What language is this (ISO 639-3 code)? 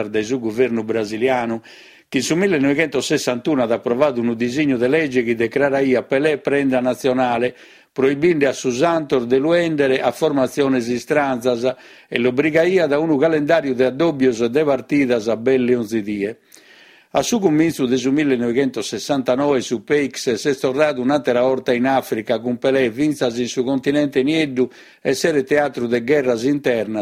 srd